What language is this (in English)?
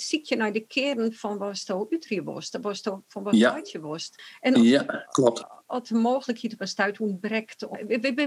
Western Frisian